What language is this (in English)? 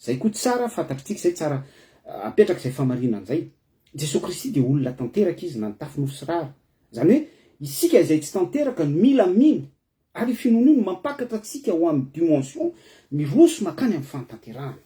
Malagasy